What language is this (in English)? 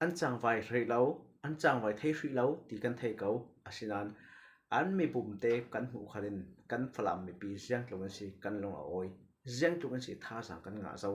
Falam Chin